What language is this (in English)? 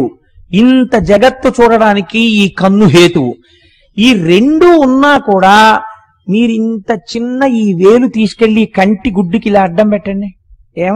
Telugu